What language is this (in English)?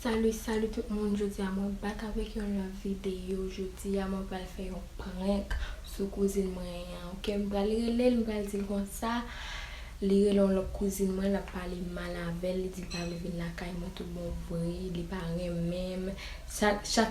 Haitian Creole